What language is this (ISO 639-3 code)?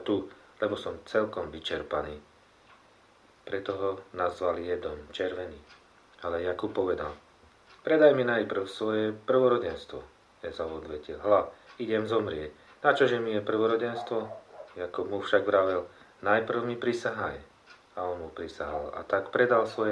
slk